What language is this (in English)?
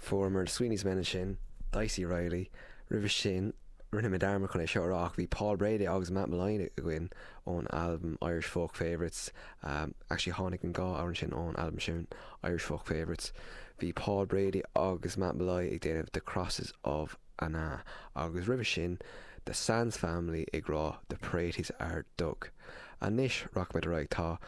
Irish